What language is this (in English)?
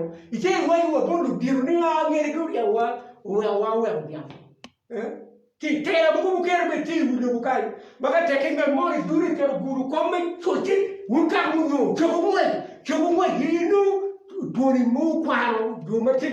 Acoli